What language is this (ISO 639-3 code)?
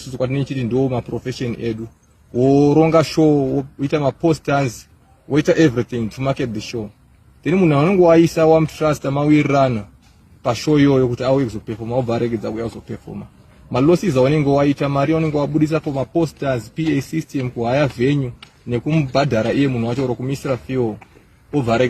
sna